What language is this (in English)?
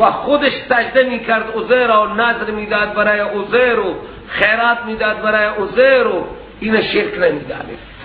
Persian